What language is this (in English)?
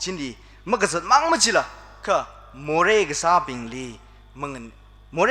Tangkhul Naga (India)